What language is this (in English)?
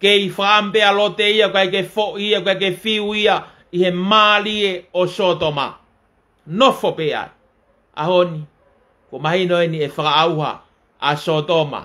Tongan